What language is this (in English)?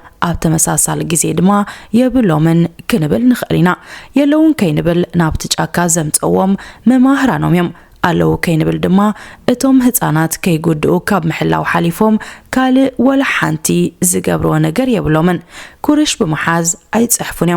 Tigrinya